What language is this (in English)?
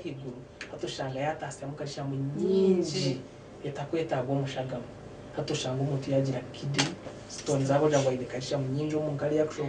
Nyankole